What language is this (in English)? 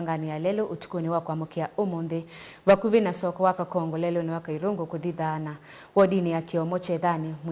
Kamba